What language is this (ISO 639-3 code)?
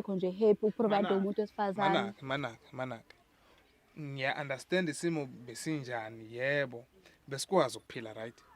zul